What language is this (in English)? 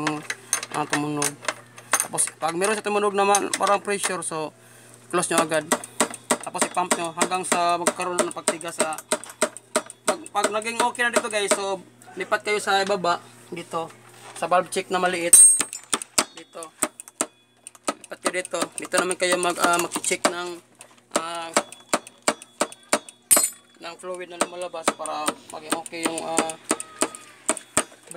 Filipino